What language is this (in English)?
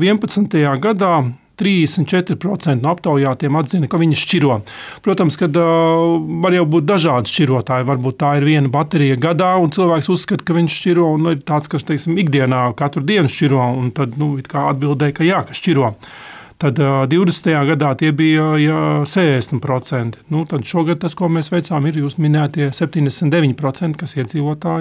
Latvian